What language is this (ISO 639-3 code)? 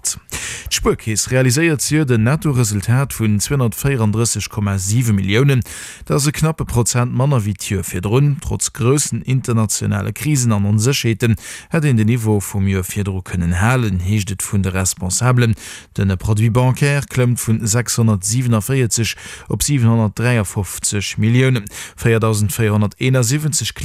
ltz